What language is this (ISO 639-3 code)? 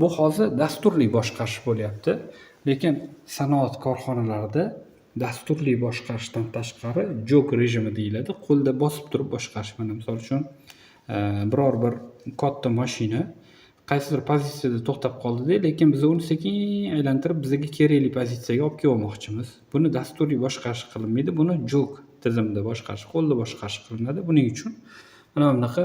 uzb